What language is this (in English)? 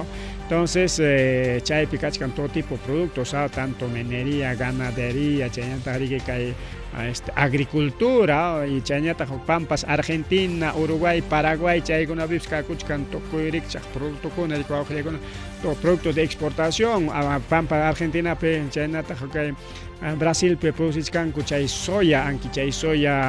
Ayacucho Quechua